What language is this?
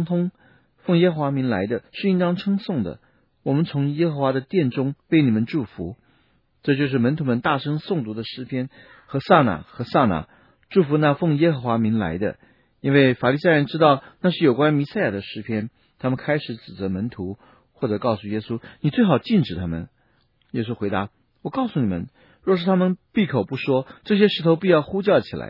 Chinese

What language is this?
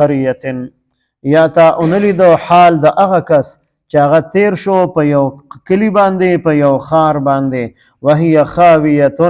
Pashto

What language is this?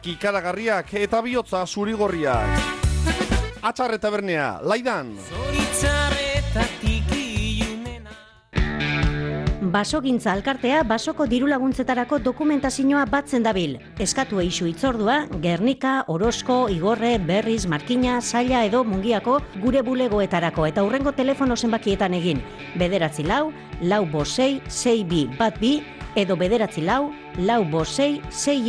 Basque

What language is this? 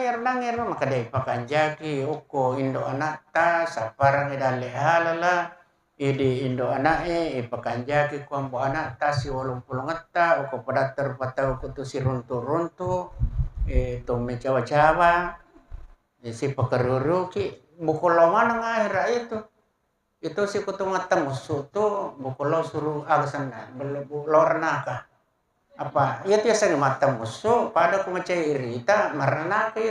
Buginese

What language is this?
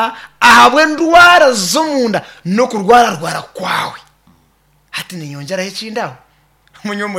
Nyankole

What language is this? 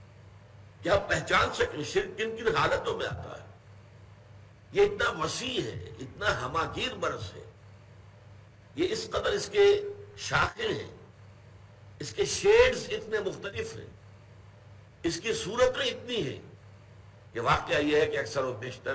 Urdu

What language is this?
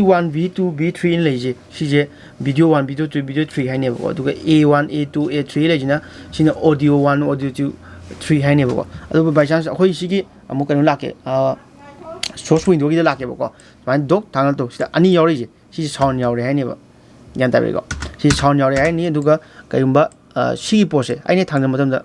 Manipuri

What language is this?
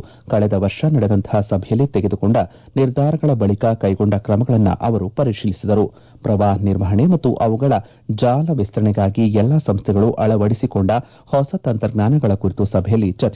Kannada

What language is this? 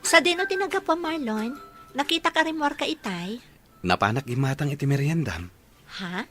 Iloko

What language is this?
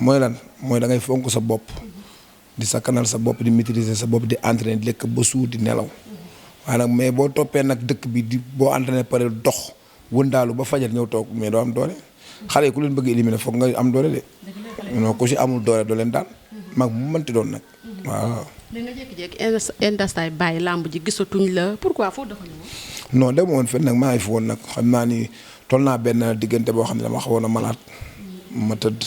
Wolof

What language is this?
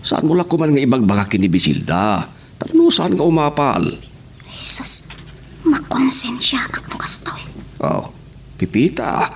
Iloko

